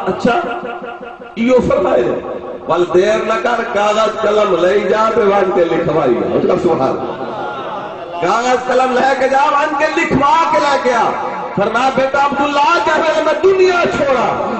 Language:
Saraiki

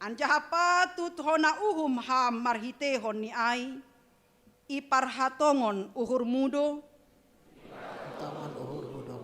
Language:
Batak Simalungun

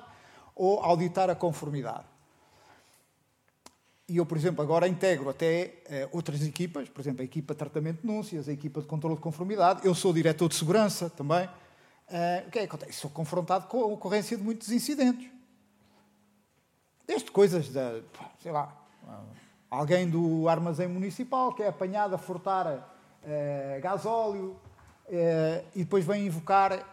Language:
Portuguese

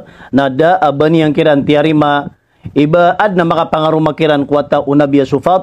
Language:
Maranao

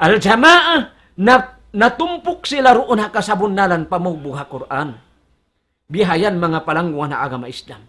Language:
Tausug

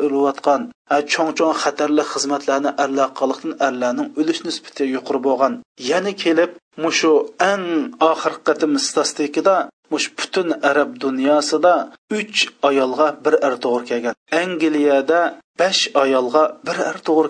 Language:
Uyghur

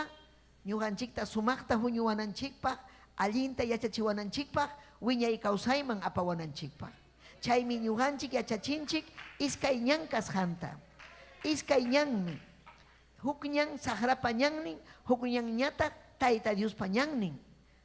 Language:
Ayacucho Quechua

